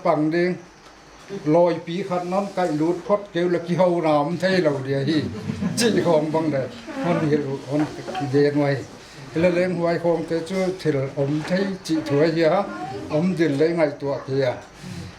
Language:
Paite Chin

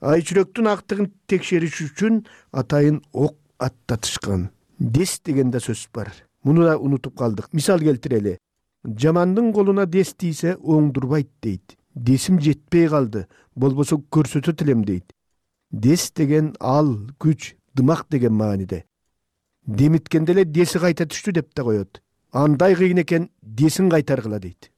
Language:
Kyrgyz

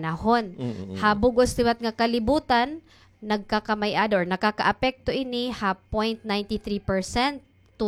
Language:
Waray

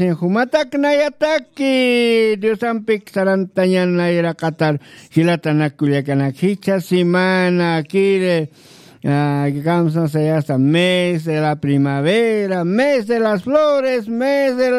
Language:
Aymara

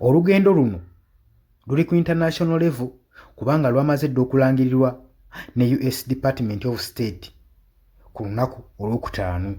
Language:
Ganda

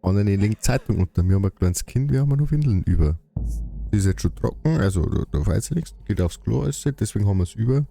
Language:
Bavarian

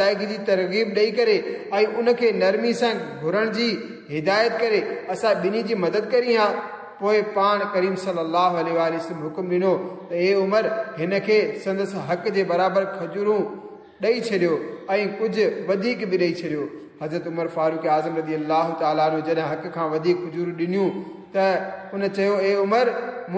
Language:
Sindhi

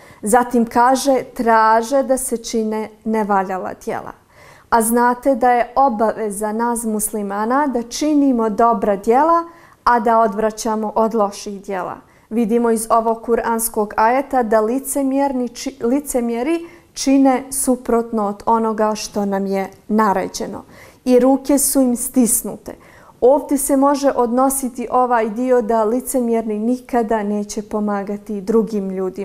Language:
Bosnian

